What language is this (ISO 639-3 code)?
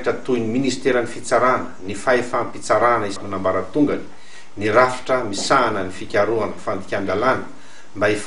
mlg